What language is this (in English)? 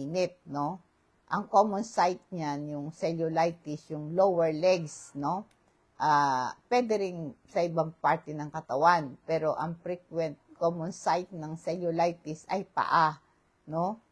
Filipino